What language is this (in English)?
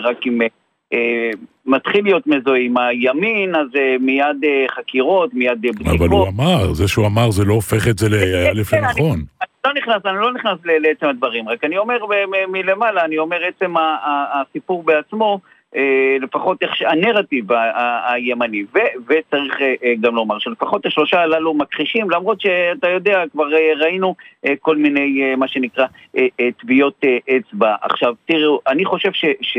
Hebrew